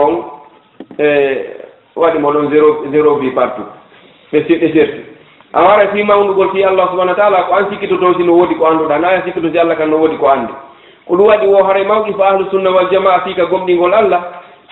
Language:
Fula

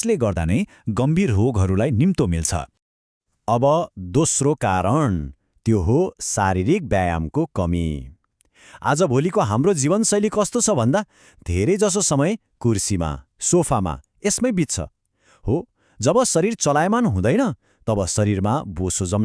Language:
Nepali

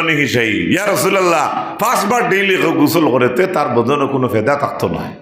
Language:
Sylheti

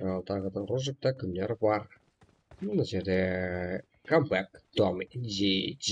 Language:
Kara-Kalpak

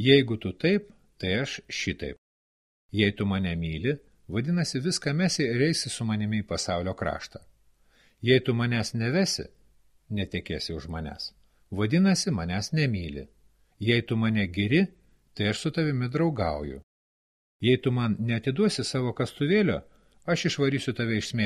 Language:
Lithuanian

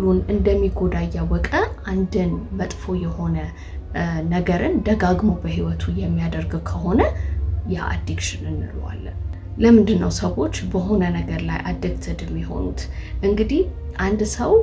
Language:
Amharic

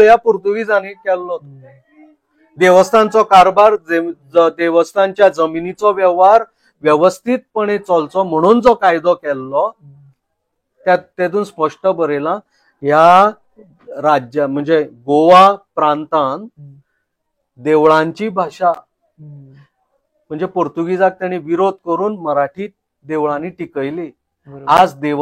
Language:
Konkani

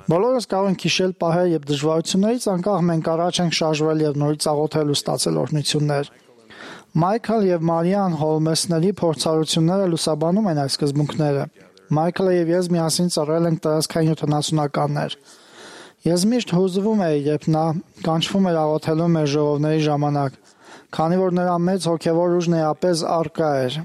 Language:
Armenian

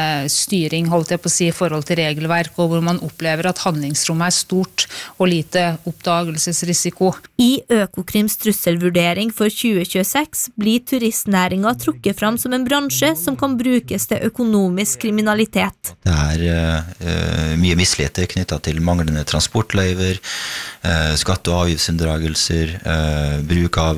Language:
Norwegian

